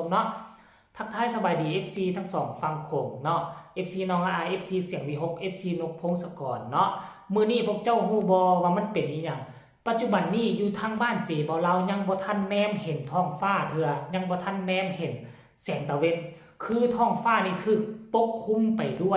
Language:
Northeastern Thai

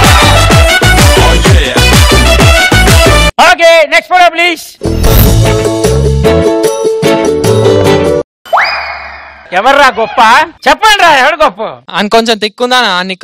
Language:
Telugu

